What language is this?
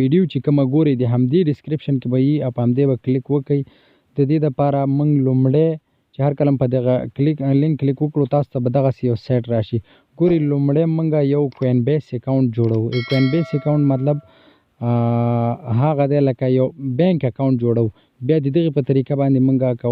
Pashto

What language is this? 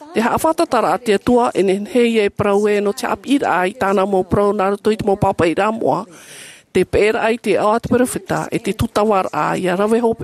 Tahitian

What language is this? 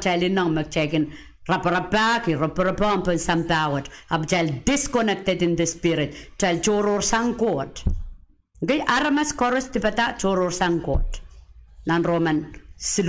Pohnpeian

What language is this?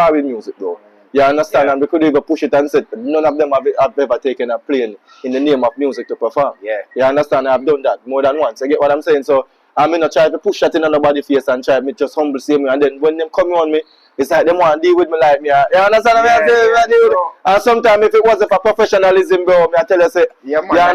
Jamaican Creole English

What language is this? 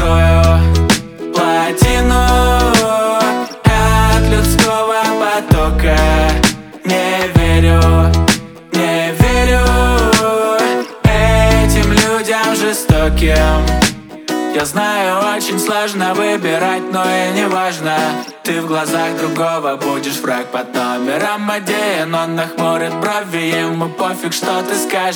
Russian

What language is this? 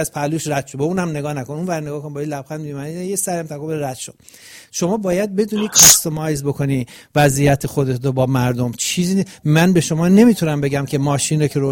Persian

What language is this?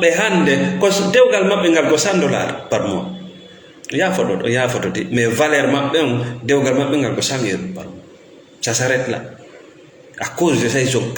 Fula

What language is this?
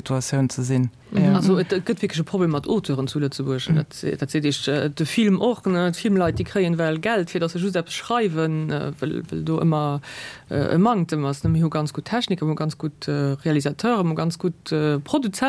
Luxembourgish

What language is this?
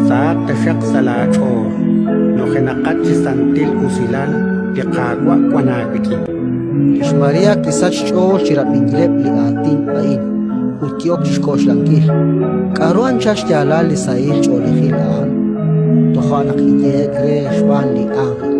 Kekchí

